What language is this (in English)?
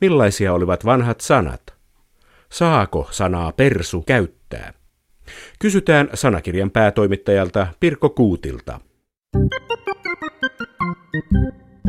Finnish